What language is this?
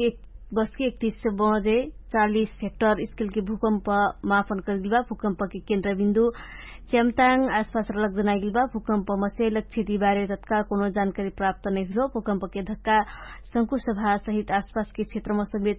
Dangaura Tharu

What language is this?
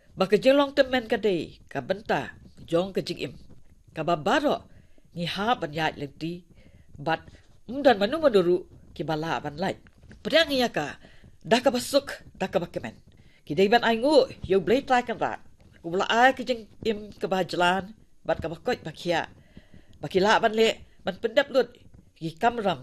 Khasi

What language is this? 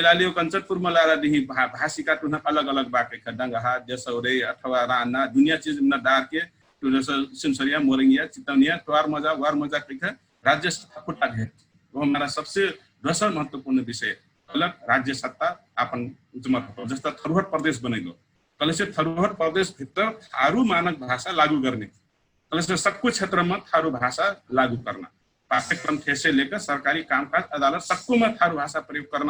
Dangaura Tharu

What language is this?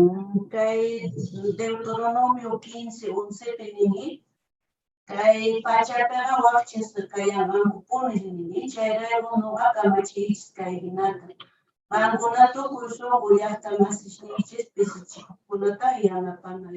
South Bolivian Quechua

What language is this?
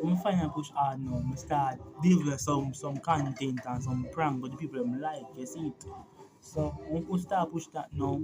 Jamaican Creole English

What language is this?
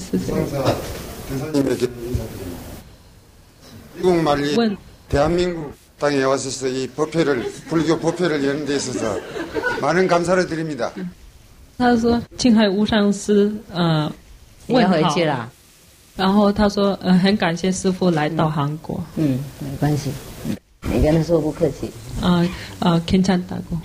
Korean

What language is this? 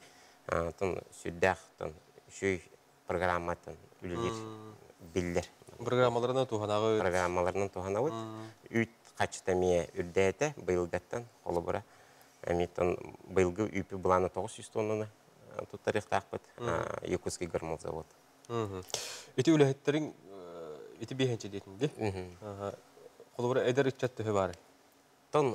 Yakut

